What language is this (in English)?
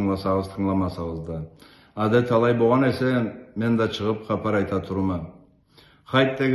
Karachay-Balkar